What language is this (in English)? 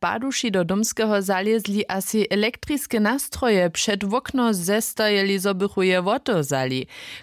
Upper Sorbian